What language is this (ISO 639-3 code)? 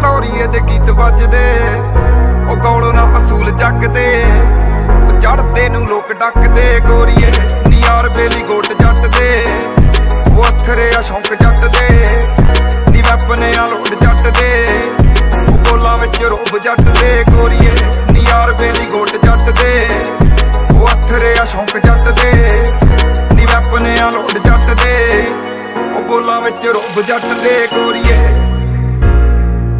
pan